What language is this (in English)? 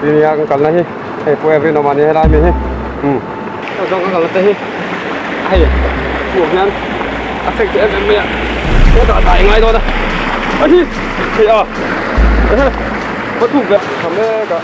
Mizo